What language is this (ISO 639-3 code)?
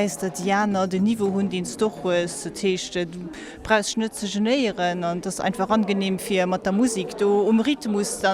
ltz